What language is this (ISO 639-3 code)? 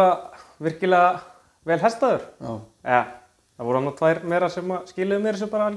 isl